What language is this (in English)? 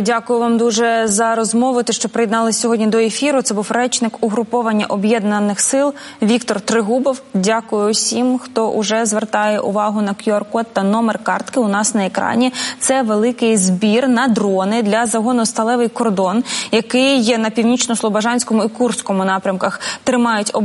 Ukrainian